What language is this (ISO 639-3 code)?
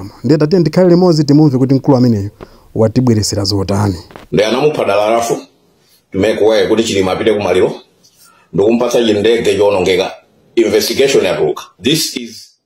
nya